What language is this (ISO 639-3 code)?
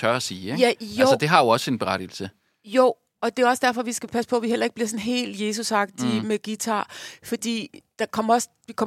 dan